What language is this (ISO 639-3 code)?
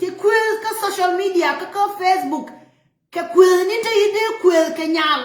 nus